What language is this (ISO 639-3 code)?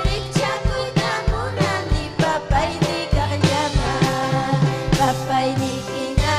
quy